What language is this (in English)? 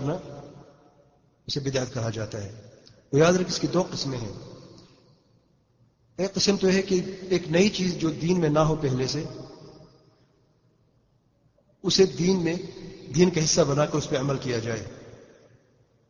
Urdu